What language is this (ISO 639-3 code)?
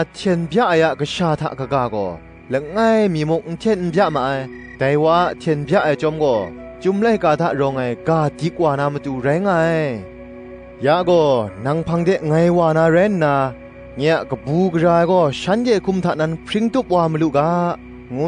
kac